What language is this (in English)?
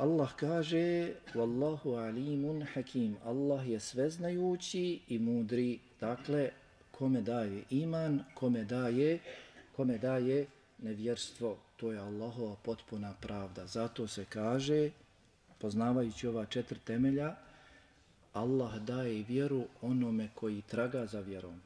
Bosnian